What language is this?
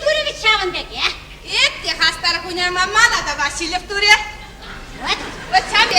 Chuvash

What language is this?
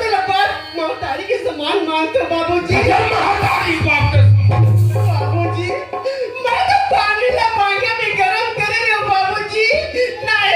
Chhattisgarhi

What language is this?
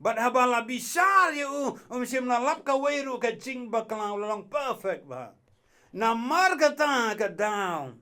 Khasi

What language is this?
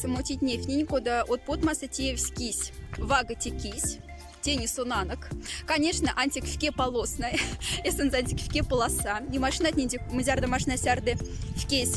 Moksha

